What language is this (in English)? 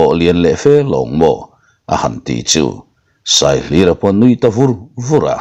Mizo